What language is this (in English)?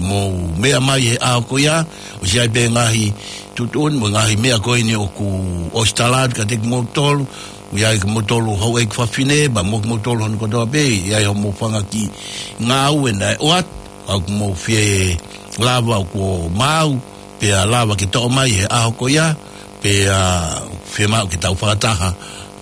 Tongan